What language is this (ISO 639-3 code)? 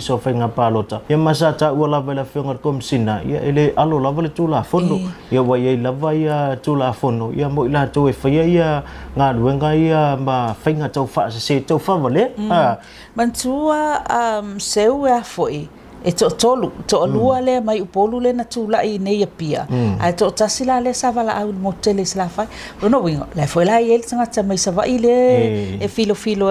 smo